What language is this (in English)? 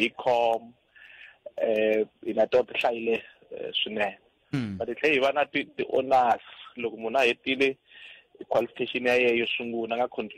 Tsonga